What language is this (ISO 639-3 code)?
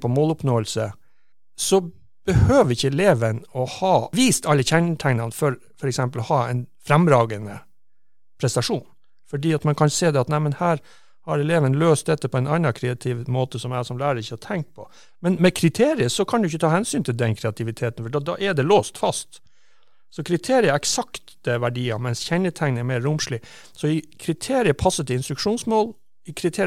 nor